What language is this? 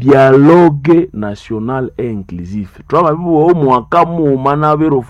Nande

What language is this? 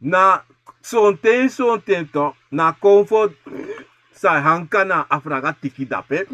Sranan Tongo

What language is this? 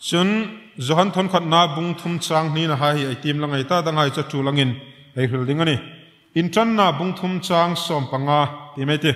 Hmar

